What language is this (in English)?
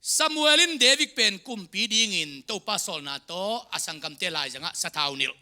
Tedim Chin